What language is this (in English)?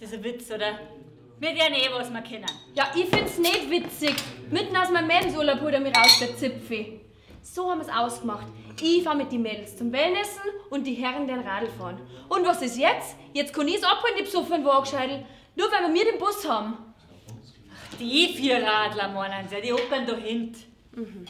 Bavarian